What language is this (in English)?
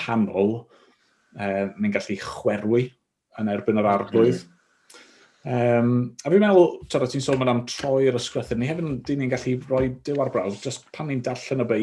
Welsh